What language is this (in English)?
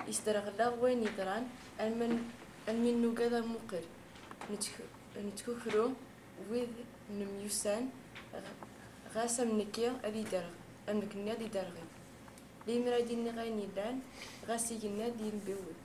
Kabyle